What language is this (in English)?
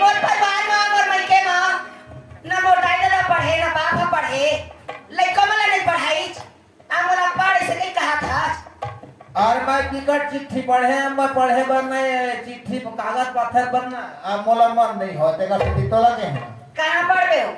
Chhattisgarhi